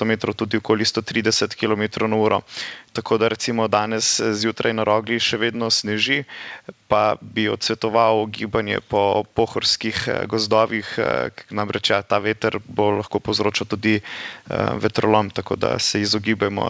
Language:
Slovenian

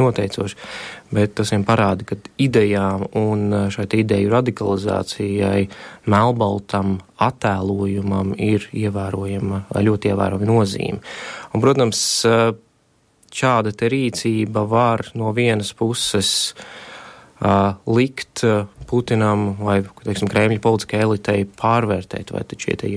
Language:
Latvian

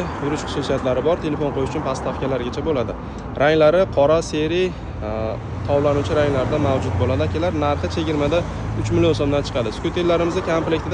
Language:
Uzbek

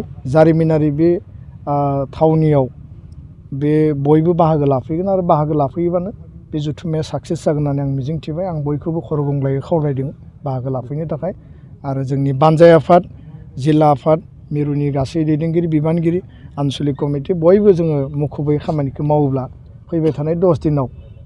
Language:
Bodo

